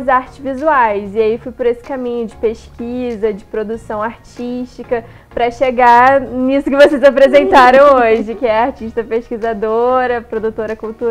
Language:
Portuguese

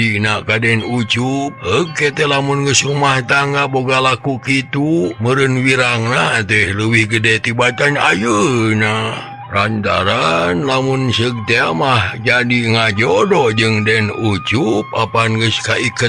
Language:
Sundanese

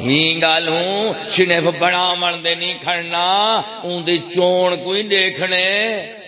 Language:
Saraiki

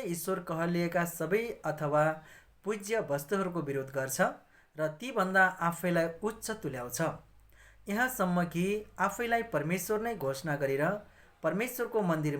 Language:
Nepali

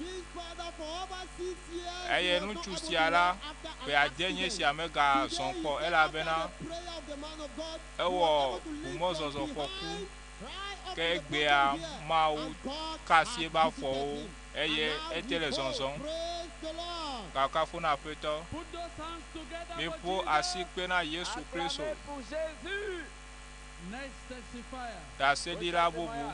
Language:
Ewe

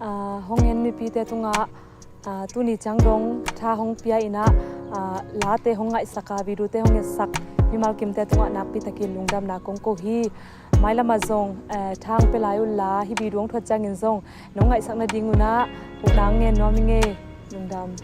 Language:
Tedim Chin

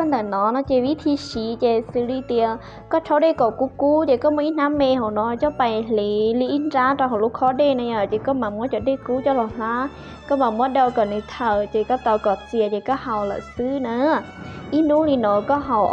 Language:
Hmong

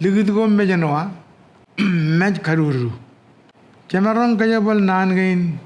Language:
Marshallese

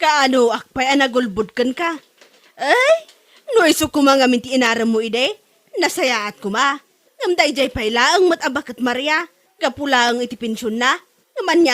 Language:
Iloko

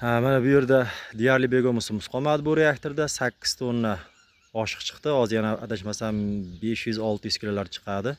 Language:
Uzbek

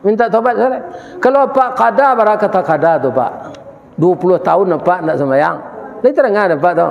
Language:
Minangkabau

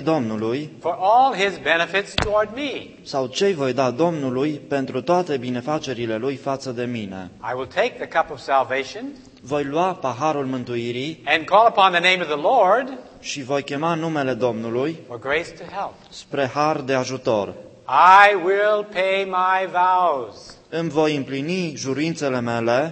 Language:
Romanian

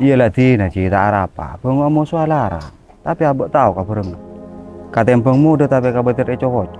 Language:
Madurese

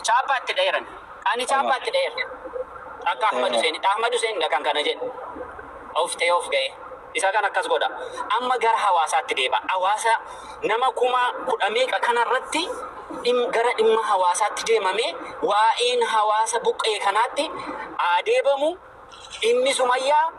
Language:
Oromo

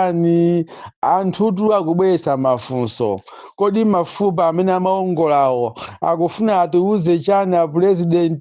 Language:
Nyanja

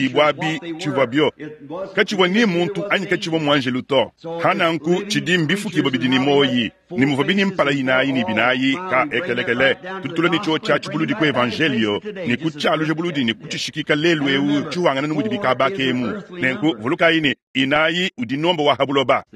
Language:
Luba-Lulua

